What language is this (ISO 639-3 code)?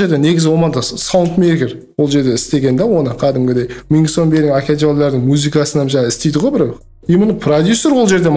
kaa